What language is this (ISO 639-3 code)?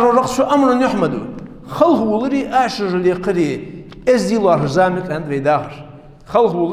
inh